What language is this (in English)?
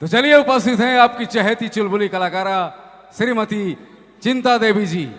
Sadri